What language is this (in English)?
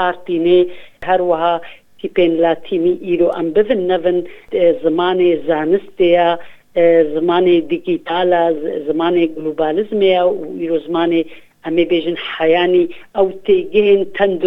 Kurdish